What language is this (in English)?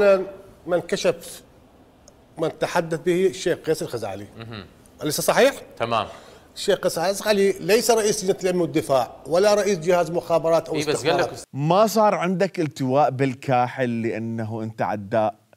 Mesopotamian Arabic